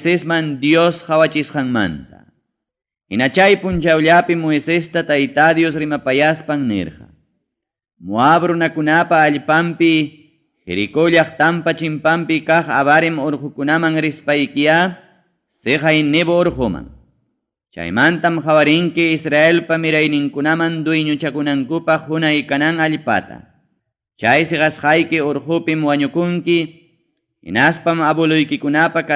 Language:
Ayacucho Quechua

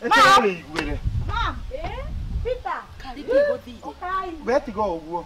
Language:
Kikuyu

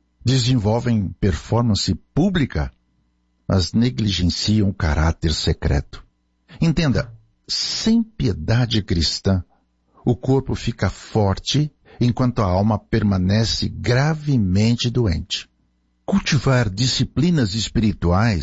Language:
Portuguese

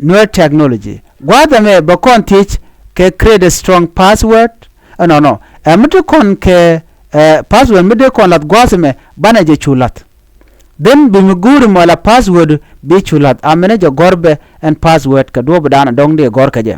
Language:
Nuer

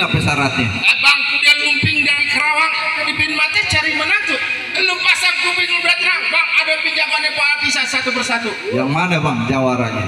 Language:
Betawi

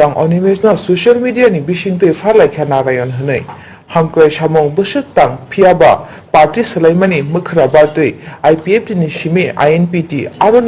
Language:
Kok Borok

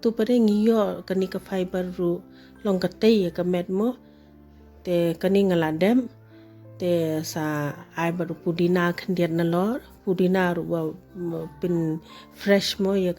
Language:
Khasi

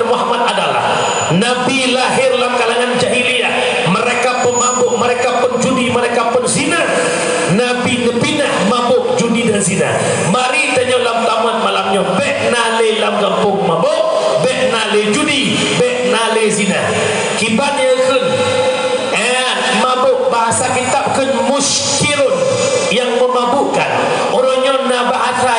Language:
Achinese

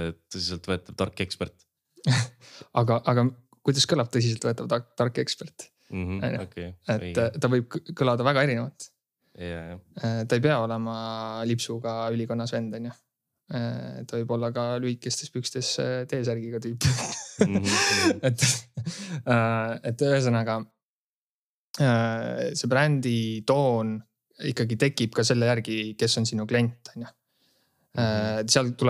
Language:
Estonian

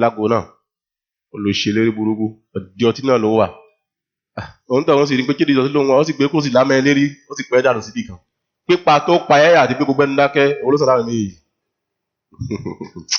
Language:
Yoruba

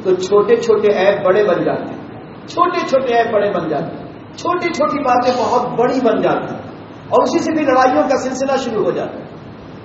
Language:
Urdu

